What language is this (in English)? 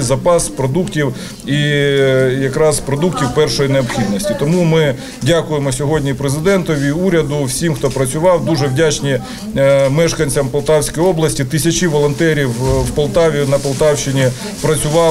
Ukrainian